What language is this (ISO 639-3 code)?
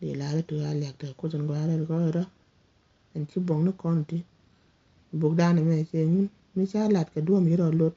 nus